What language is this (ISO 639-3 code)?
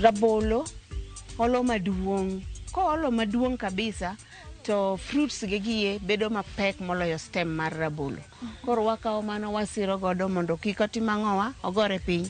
luo